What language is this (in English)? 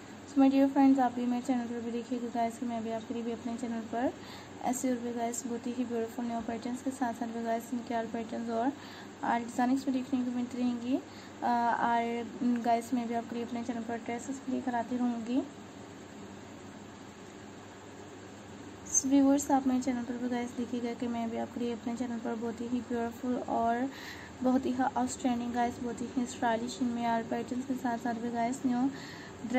Hindi